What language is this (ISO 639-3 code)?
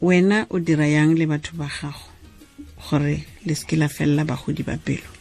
tsn